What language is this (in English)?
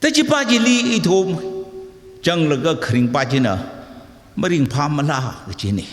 Tangkhul Naga (India)